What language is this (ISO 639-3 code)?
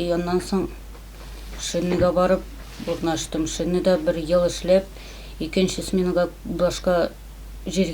tat